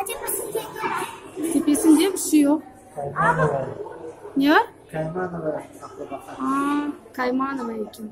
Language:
Crimean Tatar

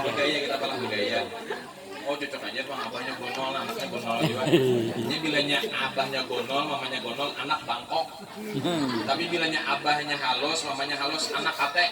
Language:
Banjar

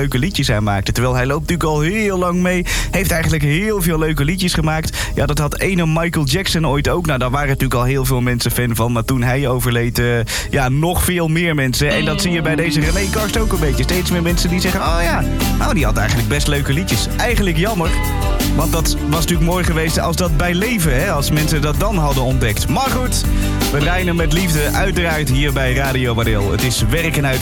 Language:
Dutch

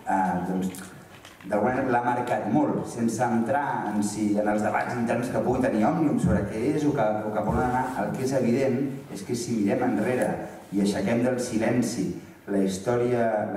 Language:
Catalan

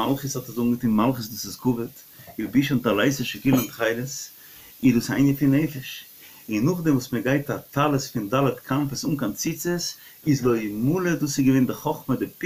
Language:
Yiddish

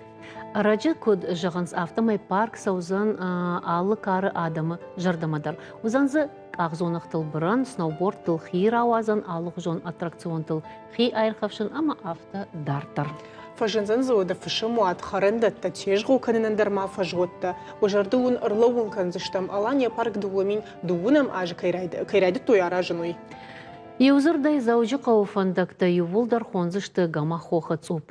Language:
Ossetic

